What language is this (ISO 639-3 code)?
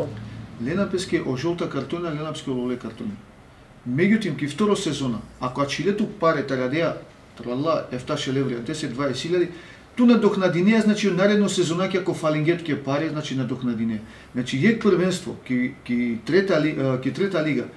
mkd